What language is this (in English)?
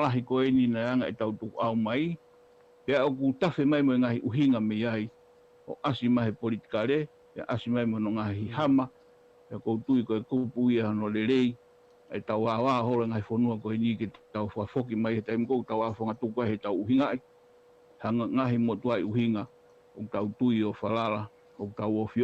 Tongan